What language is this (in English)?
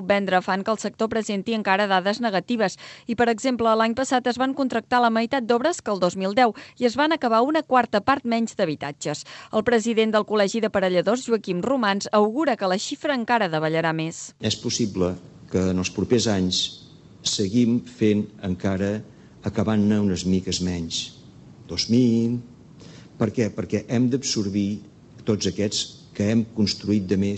Catalan